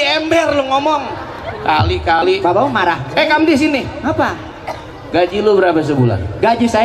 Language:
Betawi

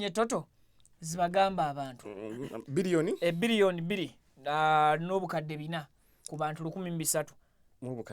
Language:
Ganda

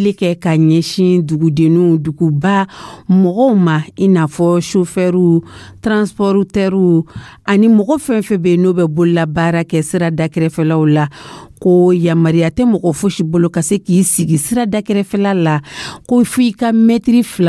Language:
Dyula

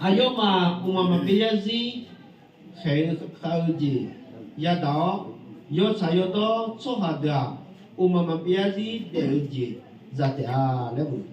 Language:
Akha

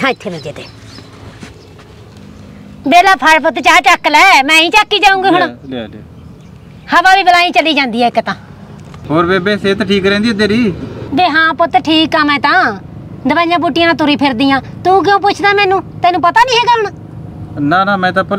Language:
Punjabi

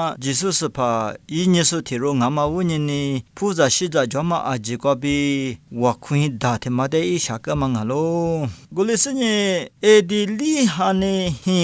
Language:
Lisu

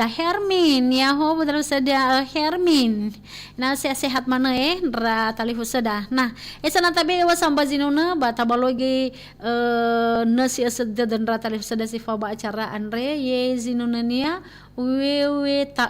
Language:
Nias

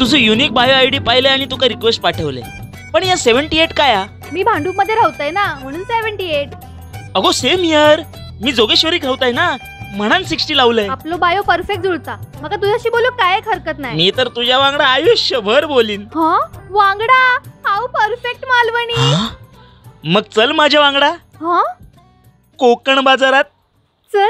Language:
Konkani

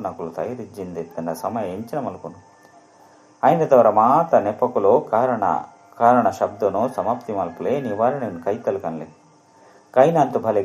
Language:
Tulu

